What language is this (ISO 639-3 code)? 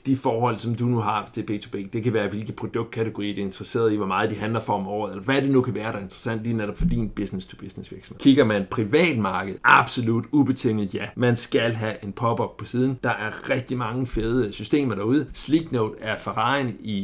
dan